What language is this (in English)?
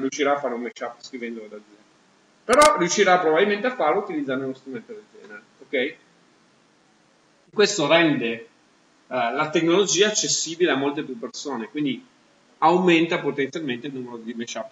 Italian